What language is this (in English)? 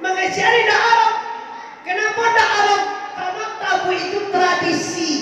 Minangkabau